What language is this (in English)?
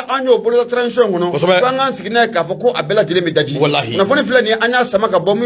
Bambara